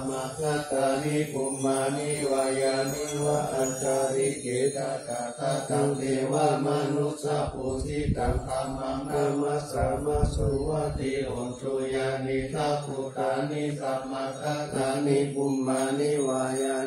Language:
Pali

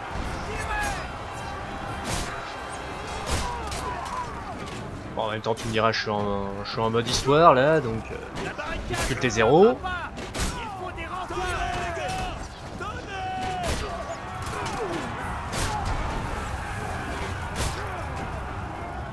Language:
French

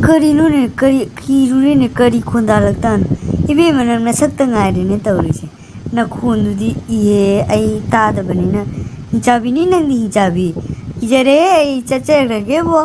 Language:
Manipuri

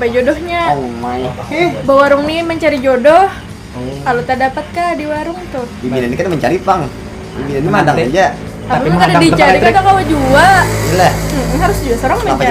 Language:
Banjar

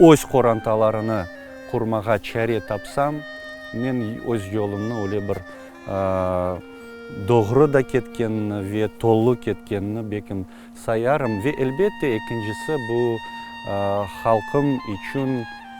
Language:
Crimean Tatar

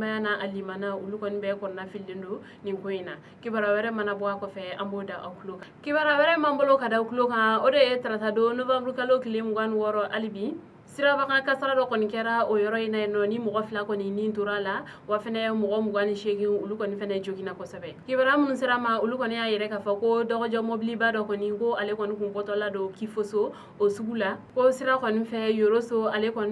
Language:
Bambara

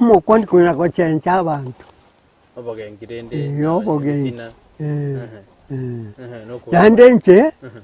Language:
Gusii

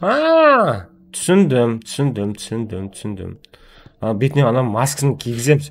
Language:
Kara-Kalpak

